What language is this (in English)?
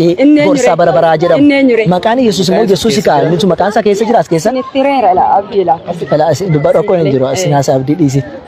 Oromo